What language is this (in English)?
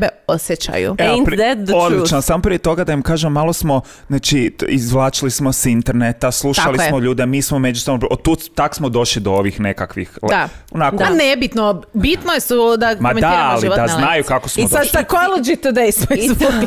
Croatian